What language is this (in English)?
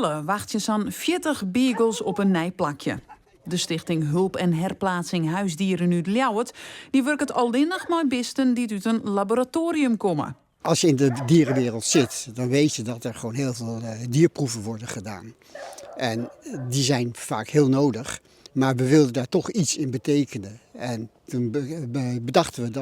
Western Frisian